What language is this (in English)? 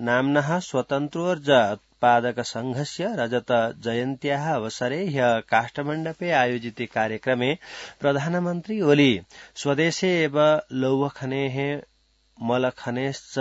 Sanskrit